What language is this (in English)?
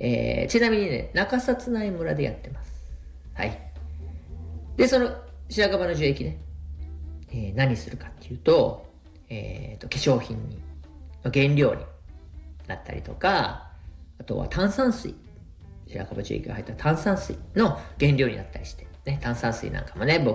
Japanese